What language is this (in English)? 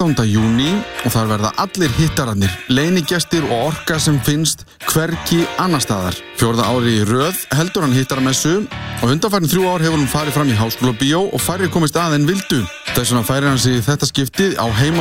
Icelandic